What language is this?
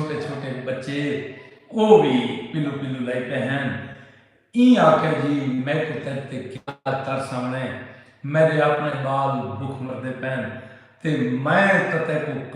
Saraiki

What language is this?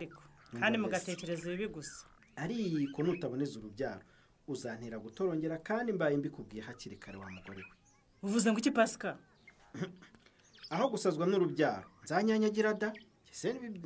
Kinyarwanda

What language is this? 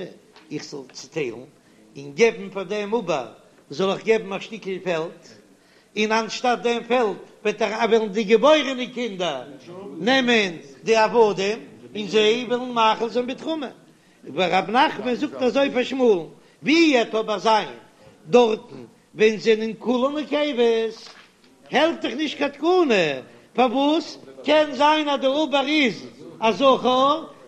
Yiddish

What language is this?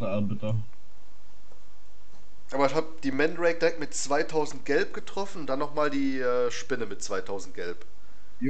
German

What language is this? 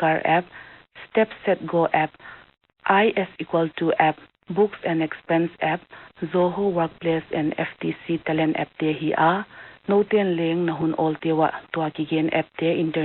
Paite Chin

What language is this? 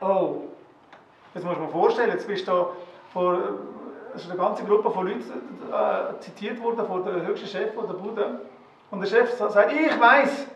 Swiss German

